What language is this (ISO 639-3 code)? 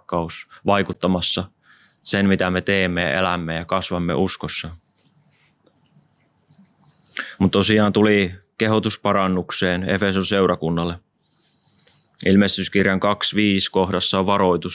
fin